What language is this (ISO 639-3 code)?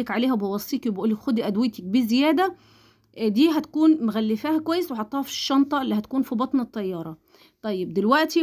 arz